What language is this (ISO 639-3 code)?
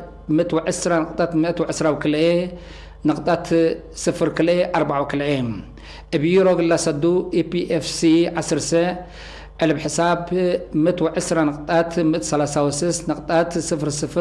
tig